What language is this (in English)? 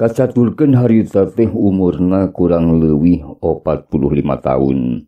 Sundanese